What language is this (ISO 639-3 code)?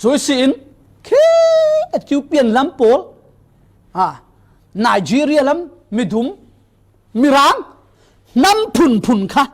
cfm